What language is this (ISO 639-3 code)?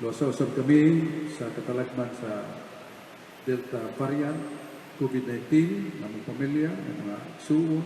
ceb